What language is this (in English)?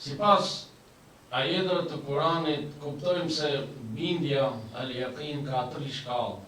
Albanian